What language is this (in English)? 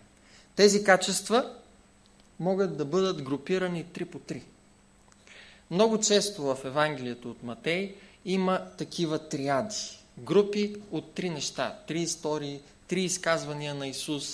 Bulgarian